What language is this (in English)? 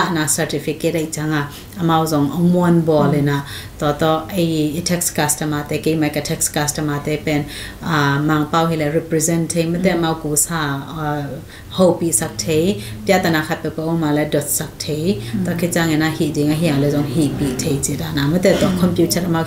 Tedim Chin